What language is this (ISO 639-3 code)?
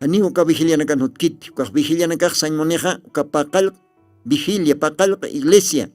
aym